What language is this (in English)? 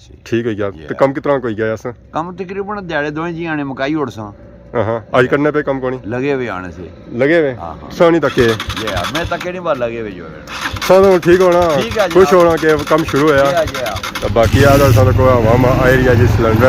Pahari-Potwari